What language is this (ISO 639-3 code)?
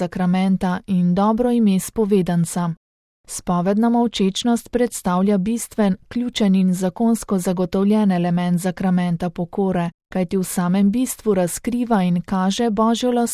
slv